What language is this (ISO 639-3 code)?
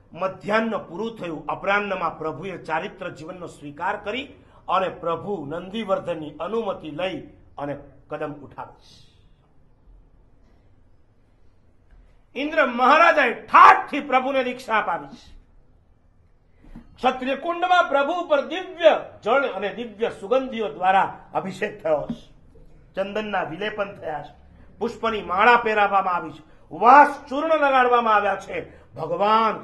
guj